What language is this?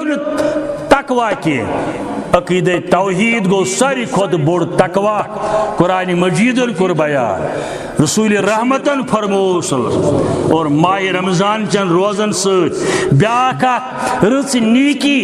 Kashmiri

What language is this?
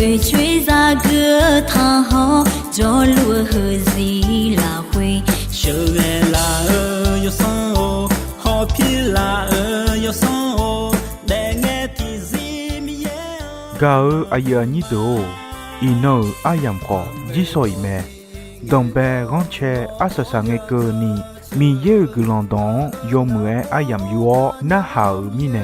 Akha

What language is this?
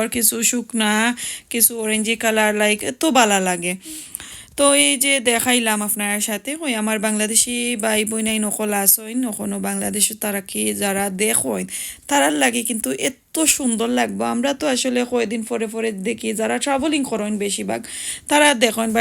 Sylheti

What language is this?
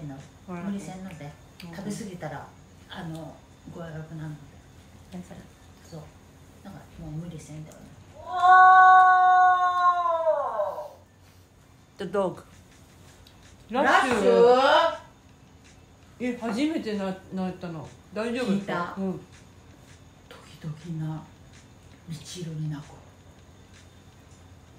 Japanese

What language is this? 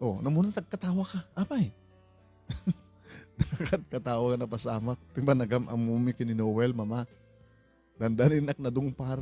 Iloko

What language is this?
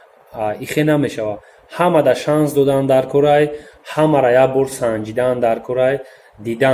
Tajik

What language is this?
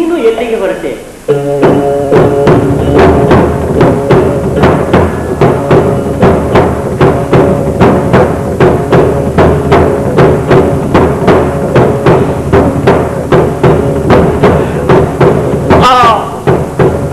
Kannada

